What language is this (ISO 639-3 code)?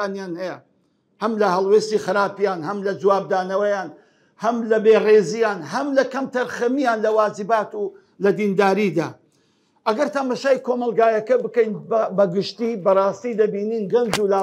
ckb